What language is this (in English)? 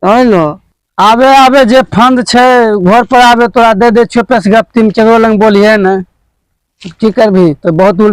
Maithili